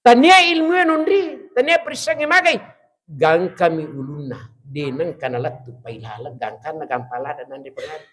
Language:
Buginese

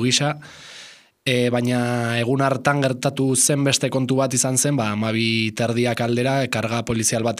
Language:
Basque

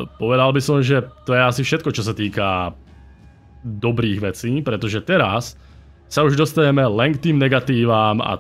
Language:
Slovak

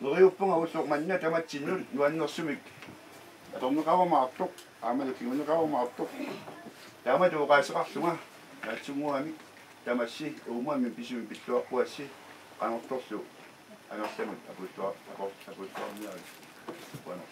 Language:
Kalaallisut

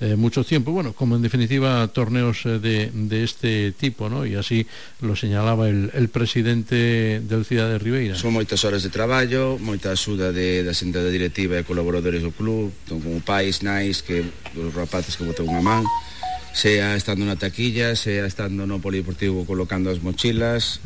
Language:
Galician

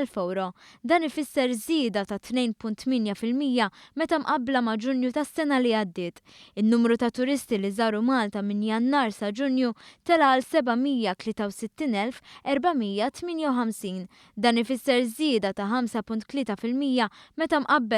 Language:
Maltese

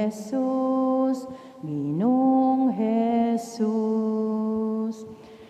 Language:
Pampanga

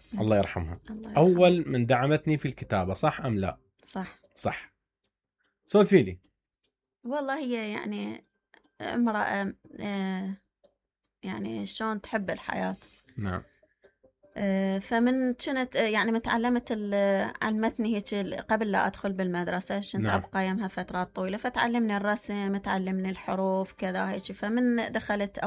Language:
Mesopotamian Arabic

